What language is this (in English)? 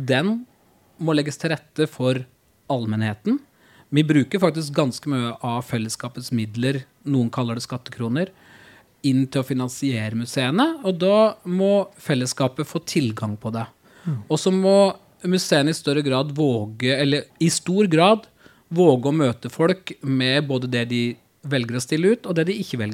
Norwegian